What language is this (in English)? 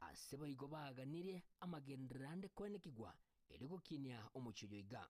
Gusii